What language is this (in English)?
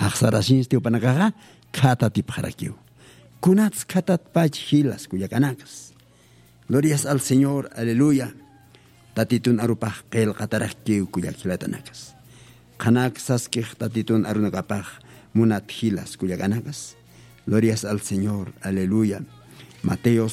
Aymara